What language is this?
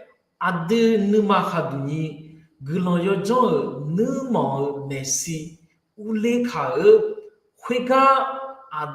Akha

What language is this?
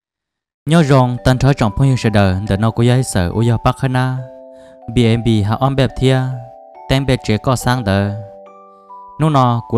Vietnamese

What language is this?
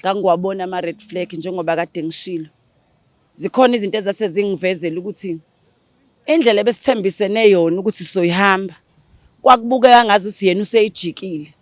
Zulu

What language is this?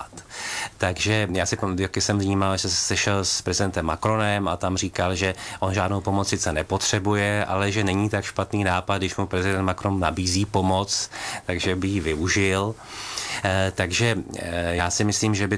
Czech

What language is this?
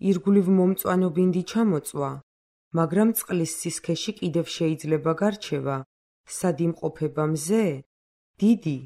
Georgian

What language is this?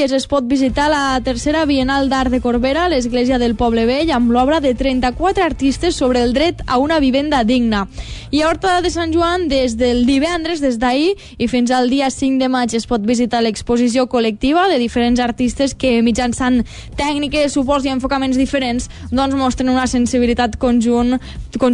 Catalan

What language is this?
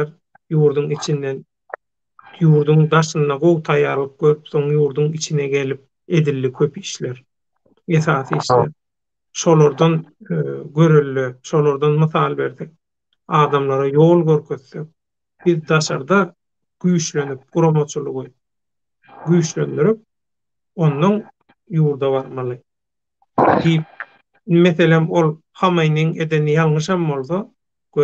Turkmen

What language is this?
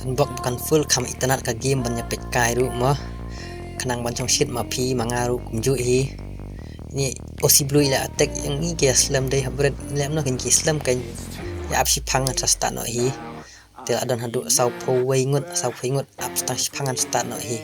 Khasi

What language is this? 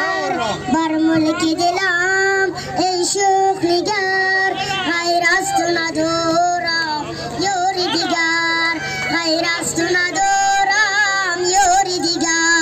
Tajik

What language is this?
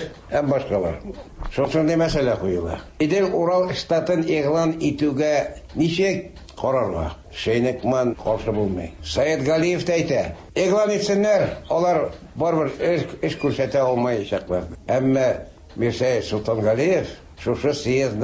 Tatar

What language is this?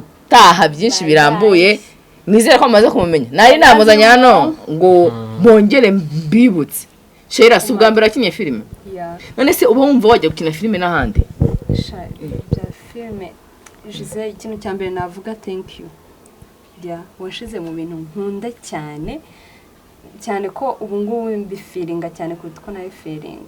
Kinyarwanda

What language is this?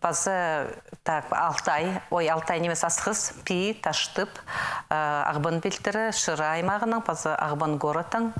Khakas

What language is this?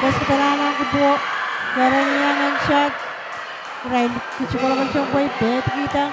Pohnpeian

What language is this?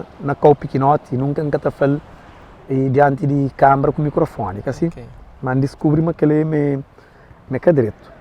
Kabuverdianu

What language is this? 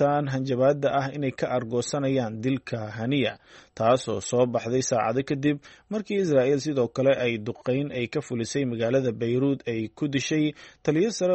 Somali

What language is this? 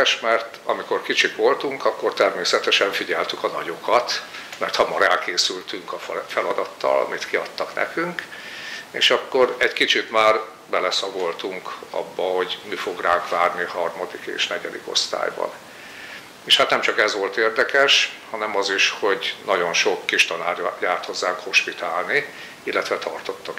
Hungarian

